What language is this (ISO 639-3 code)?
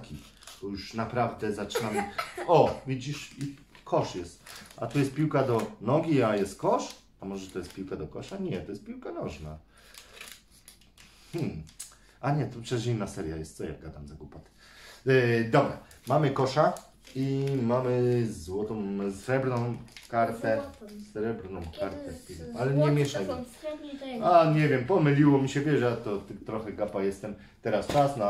pol